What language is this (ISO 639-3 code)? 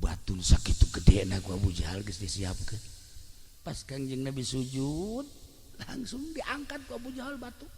sun